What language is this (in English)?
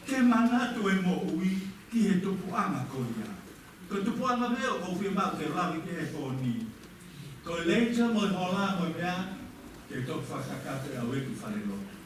Tongan